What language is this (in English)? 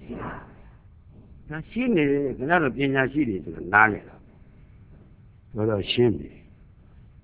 Burmese